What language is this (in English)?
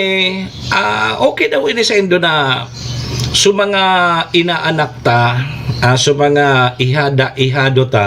Bikol